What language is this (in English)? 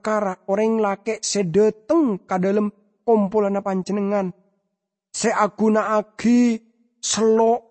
Madurese